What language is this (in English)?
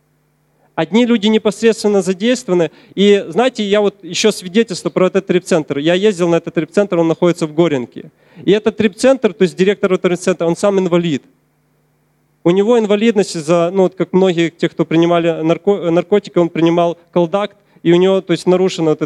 Russian